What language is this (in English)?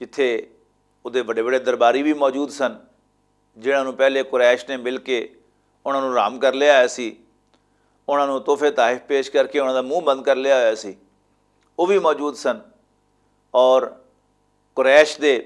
Western Panjabi